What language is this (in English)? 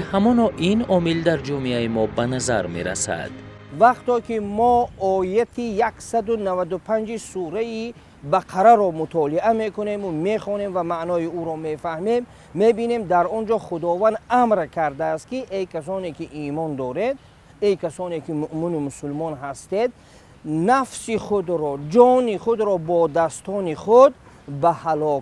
Tajik